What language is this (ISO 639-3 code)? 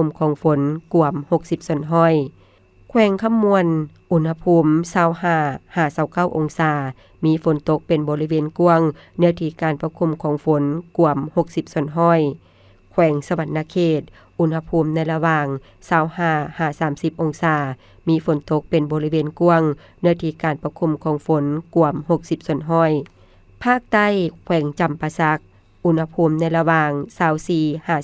lao